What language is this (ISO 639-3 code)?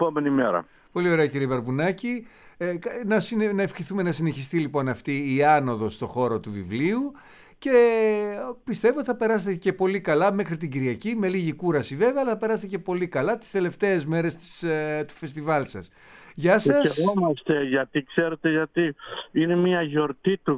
ell